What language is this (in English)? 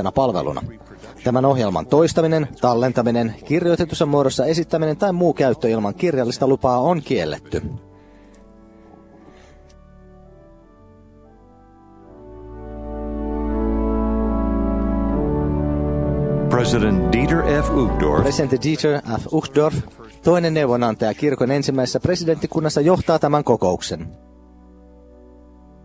Finnish